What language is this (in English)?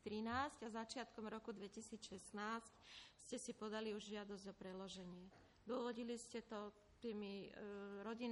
Slovak